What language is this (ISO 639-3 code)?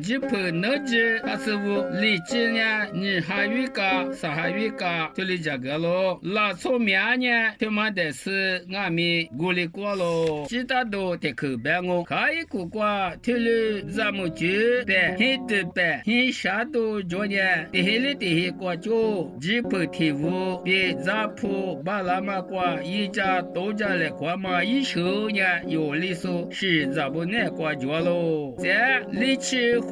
lis